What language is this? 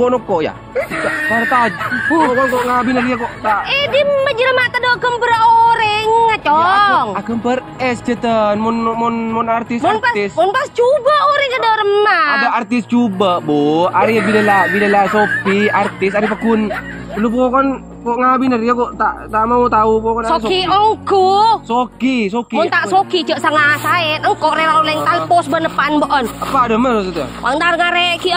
Madurese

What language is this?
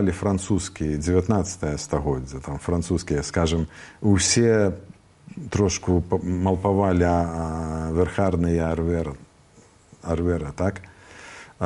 Belarusian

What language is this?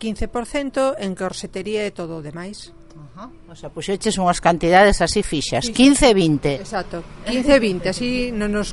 Galician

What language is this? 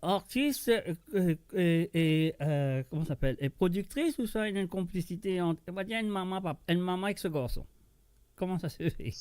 Morisyen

